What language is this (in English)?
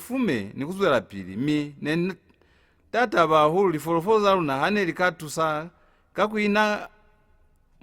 Lozi